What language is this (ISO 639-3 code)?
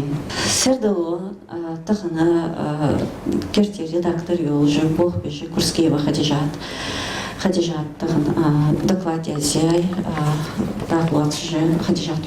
inh